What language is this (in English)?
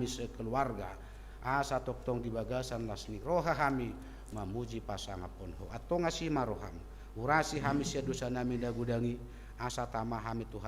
Batak Toba